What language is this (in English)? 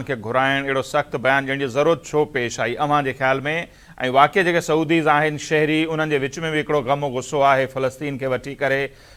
Sindhi